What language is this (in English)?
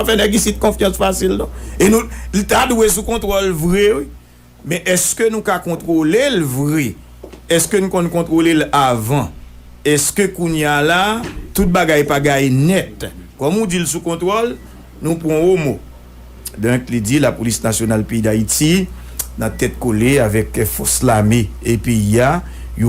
Haitian Creole